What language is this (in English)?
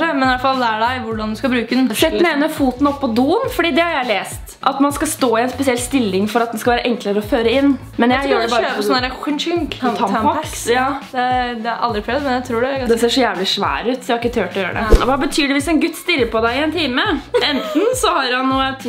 Norwegian